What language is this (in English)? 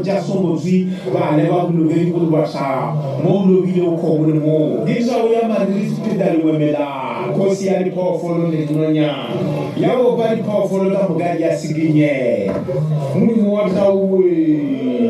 Venda